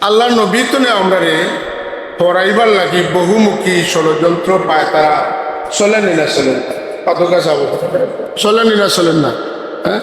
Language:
Sylheti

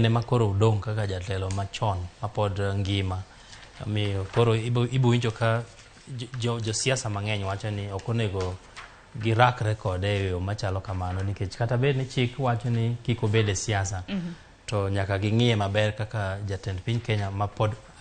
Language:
Luo (Kenya and Tanzania)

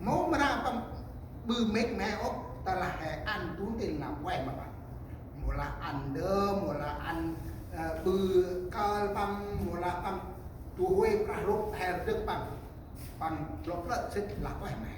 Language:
Central Mnong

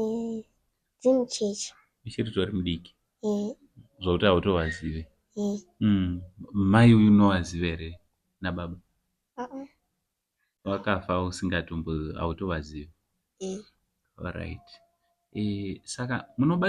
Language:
Shona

